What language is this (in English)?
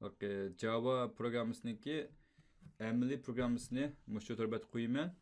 Uyghur